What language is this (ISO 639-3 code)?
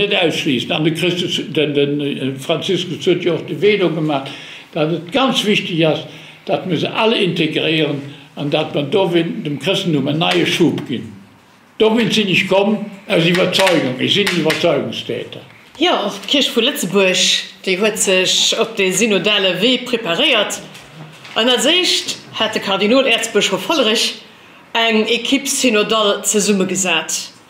ltz